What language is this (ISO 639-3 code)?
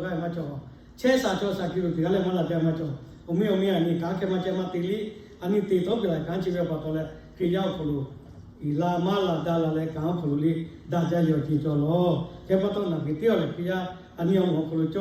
lhu